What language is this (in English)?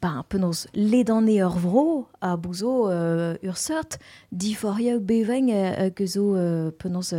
Breton